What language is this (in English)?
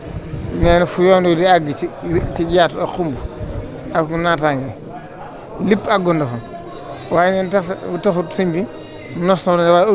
Wolof